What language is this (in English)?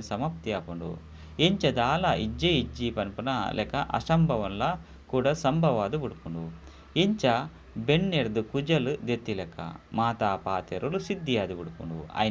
Tulu